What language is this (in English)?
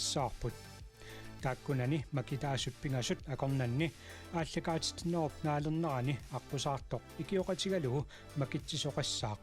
Kalaallisut